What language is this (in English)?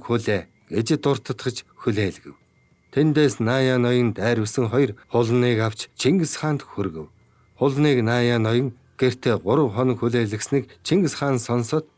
Mongolian